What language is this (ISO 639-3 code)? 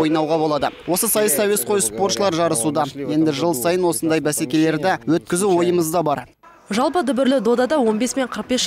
kaz